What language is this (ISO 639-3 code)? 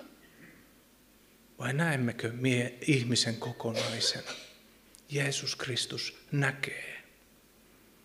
fin